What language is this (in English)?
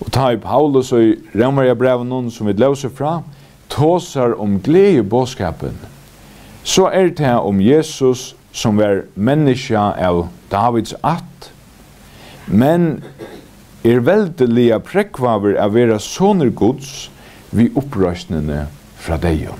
Faroese